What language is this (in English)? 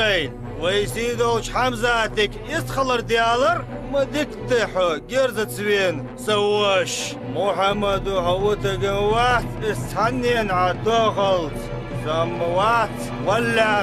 Ingush